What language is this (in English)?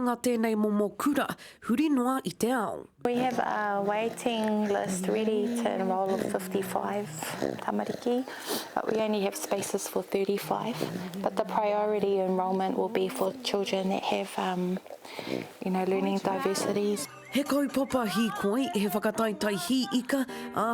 Māori